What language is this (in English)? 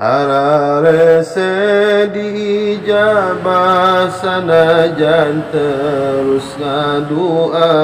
Sundanese